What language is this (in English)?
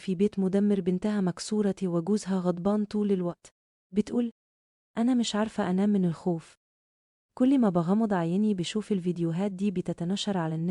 Egyptian Arabic